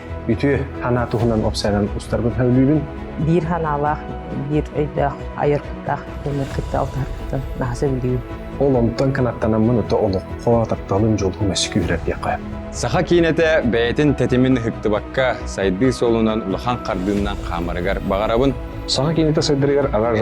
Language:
Yakut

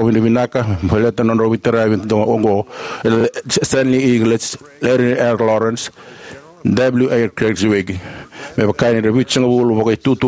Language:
Fijian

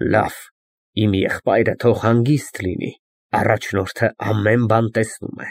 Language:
Armenian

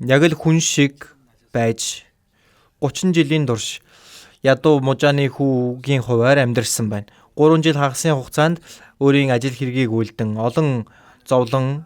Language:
Mongolian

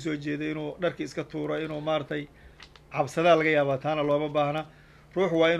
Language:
Somali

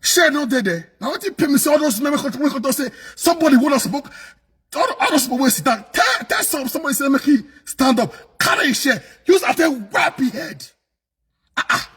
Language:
Nigerian Pidgin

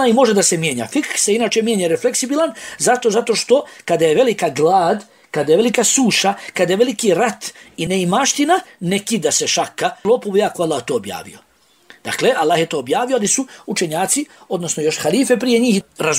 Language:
Bosnian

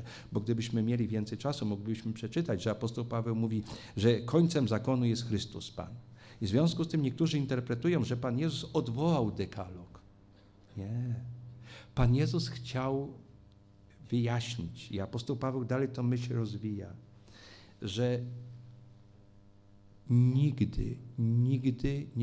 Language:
Polish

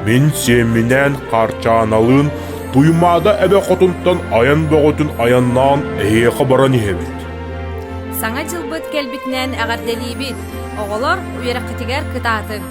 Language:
Yakut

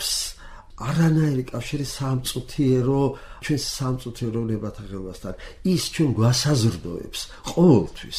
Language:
Georgian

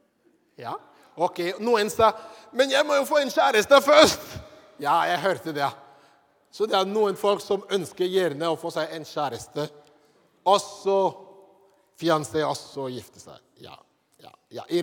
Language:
Norwegian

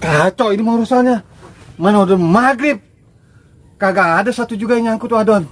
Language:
Betawi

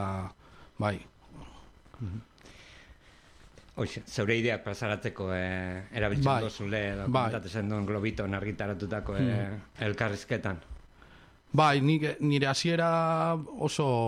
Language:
Basque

